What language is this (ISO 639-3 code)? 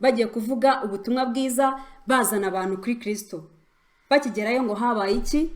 kin